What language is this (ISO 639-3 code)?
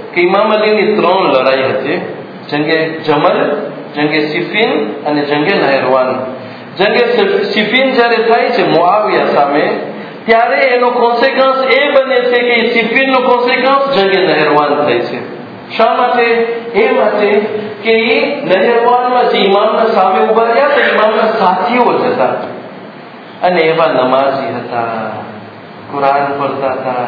guj